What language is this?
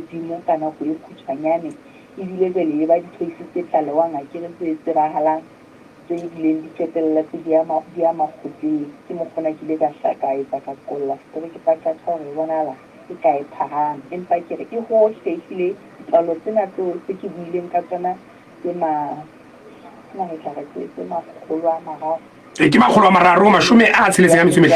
Southern Sotho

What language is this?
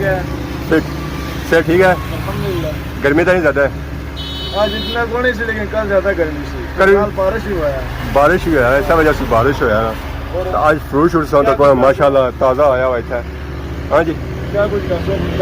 Pahari-Potwari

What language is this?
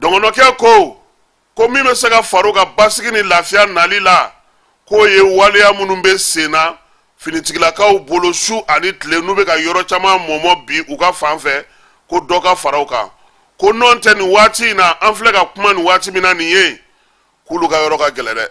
Bambara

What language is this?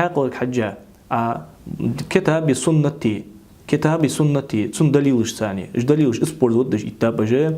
Ingush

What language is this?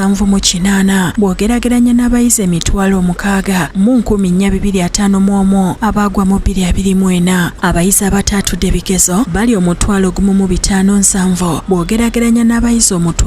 Ganda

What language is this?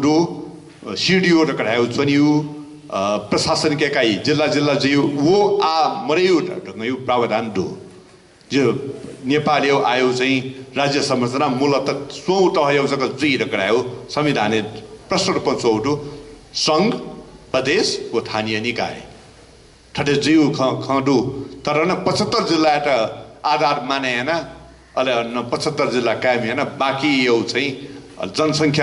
Newari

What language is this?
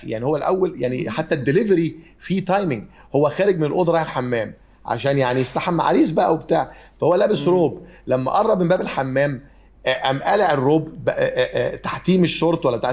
Egyptian Arabic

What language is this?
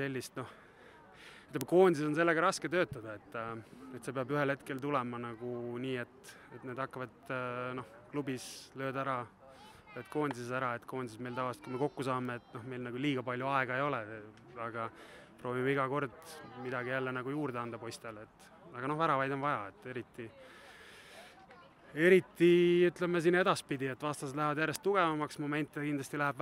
Estonian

